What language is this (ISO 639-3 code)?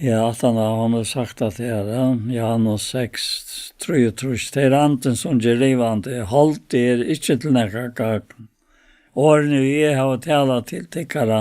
fao